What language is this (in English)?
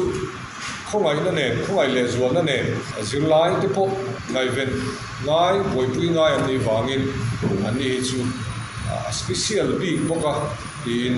Mizo